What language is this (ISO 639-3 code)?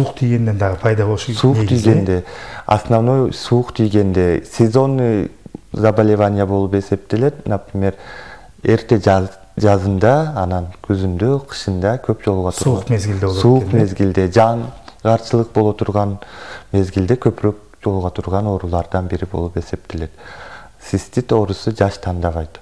kir